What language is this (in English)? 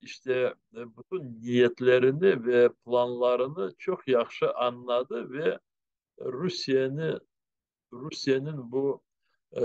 Crimean Tatar